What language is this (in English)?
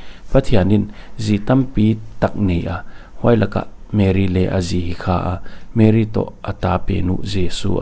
Paite Chin